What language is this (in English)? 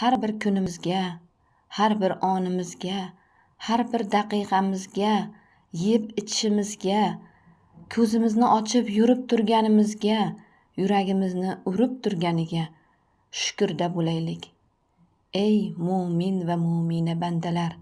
Uzbek